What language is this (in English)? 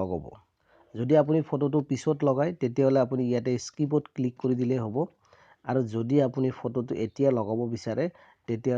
Assamese